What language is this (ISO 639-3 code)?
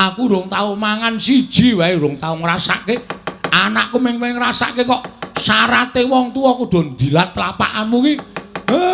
jav